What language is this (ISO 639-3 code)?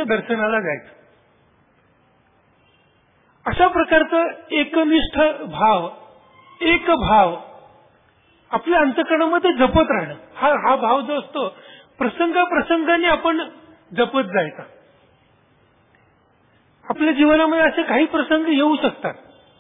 mar